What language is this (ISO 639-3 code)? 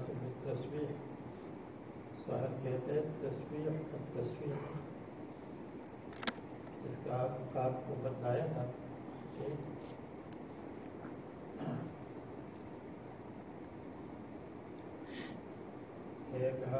urd